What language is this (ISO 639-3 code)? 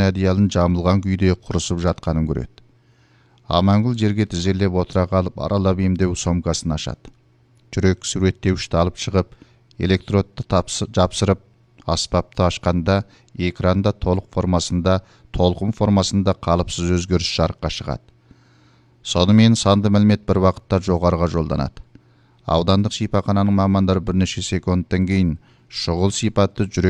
kaz